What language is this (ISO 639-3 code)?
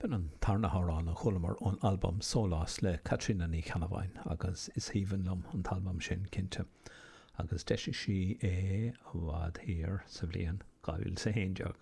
gle